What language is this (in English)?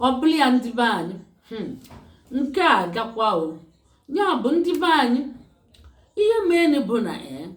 Igbo